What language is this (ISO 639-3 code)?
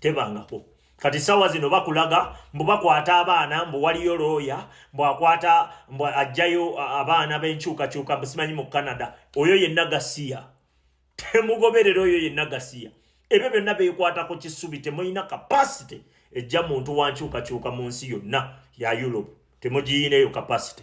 lug